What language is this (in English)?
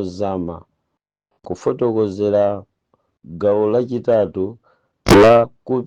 Nyanja